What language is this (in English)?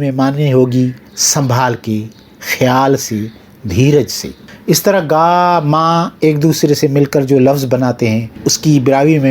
Brahui